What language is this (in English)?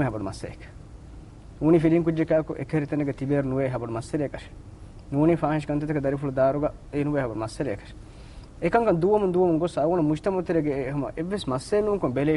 Divehi